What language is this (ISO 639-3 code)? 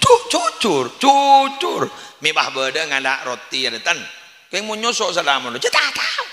mad